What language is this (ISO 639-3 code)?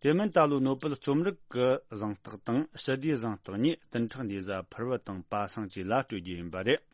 bod